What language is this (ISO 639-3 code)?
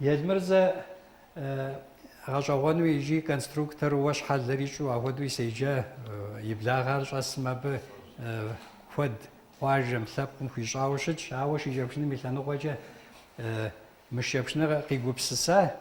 kbd